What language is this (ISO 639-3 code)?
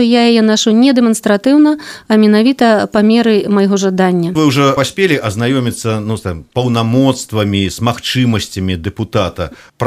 bel